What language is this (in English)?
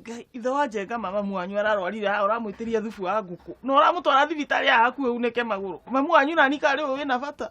Kikuyu